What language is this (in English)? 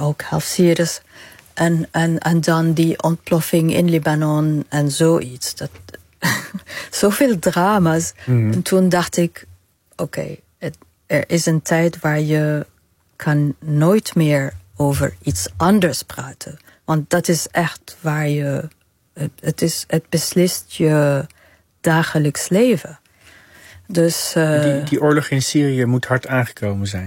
Dutch